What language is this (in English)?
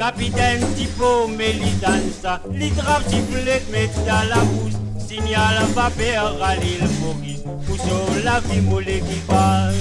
Morisyen